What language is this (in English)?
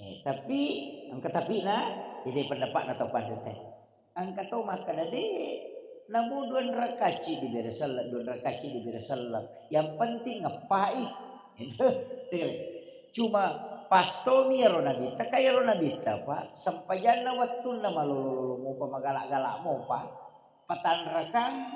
Buginese